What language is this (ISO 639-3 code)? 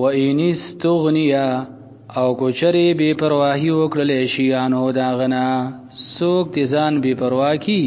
pus